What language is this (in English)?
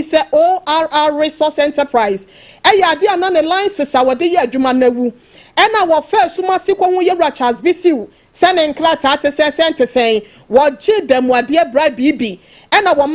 Akan